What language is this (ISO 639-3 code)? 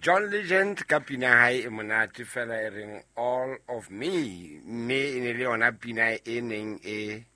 sot